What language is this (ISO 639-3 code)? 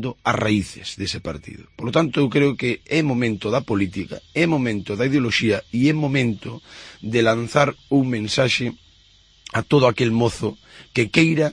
glg